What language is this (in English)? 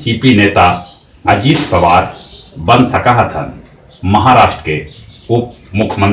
Magahi